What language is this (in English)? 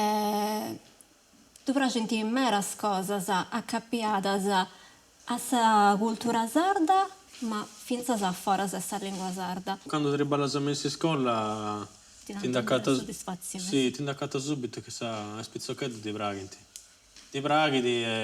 Sardinian